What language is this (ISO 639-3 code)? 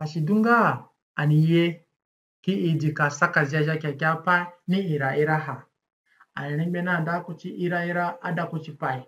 zne